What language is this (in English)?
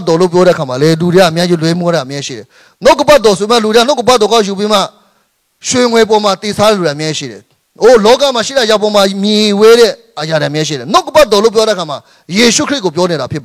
Burmese